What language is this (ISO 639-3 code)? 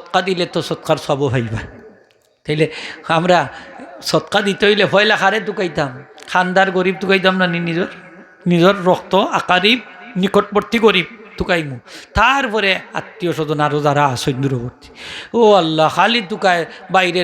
syl